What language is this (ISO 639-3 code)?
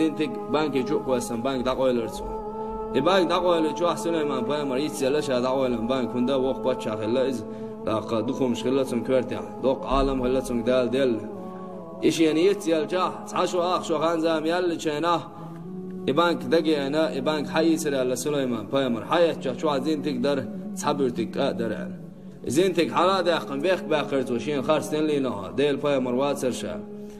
che